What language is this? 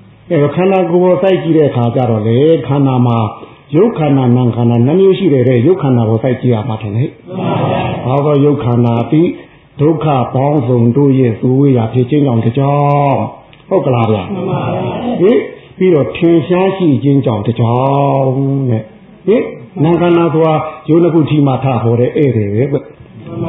Burmese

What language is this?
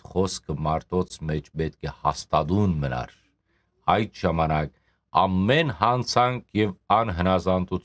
Western Armenian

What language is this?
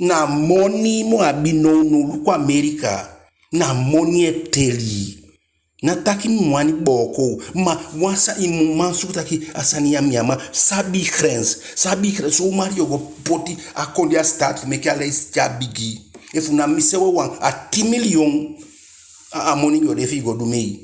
Eastern Maroon Creole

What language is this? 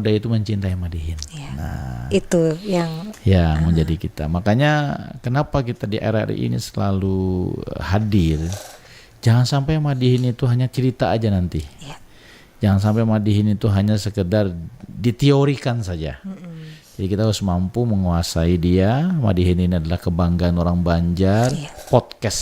Banjar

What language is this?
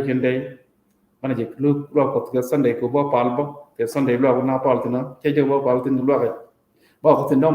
Nuer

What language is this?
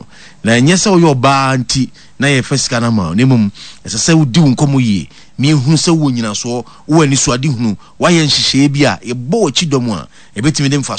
Akan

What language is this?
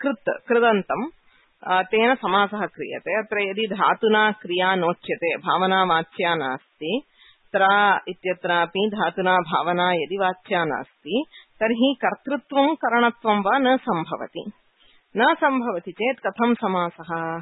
Sanskrit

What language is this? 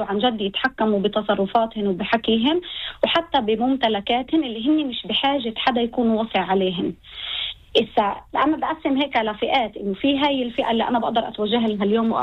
North Levantine Arabic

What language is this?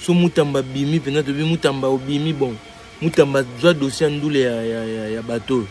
Lingala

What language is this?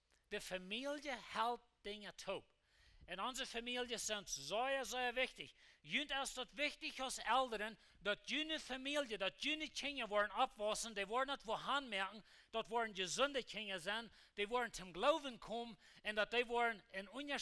Plautdietsch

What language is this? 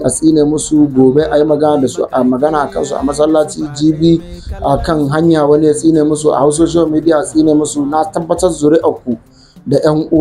Hausa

